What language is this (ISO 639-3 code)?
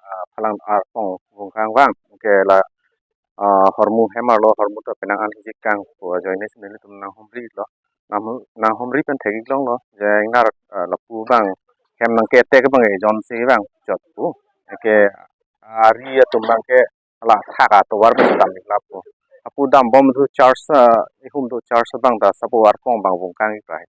mjw